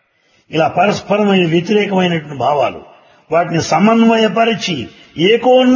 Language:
Telugu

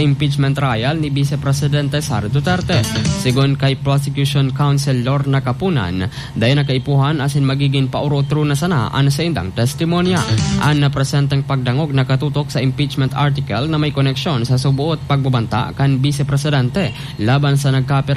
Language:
Bikol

